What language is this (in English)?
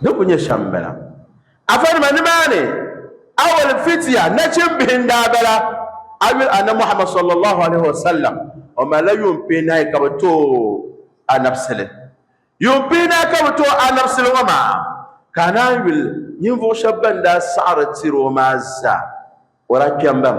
Dagbani